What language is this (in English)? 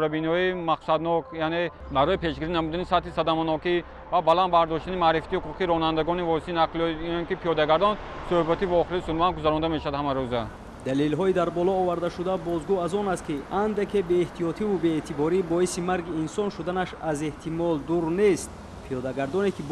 Tajik